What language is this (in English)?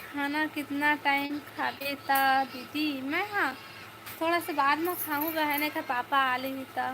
Chhattisgarhi